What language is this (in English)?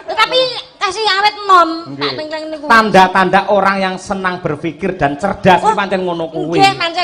Javanese